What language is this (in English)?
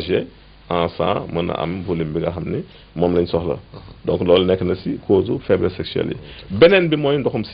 Wolof